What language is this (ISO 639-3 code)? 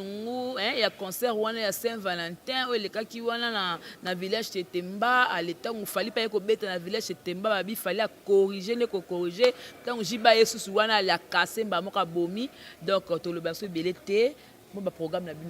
lin